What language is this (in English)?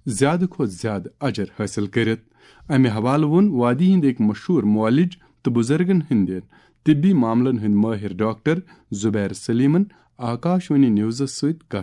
Kashmiri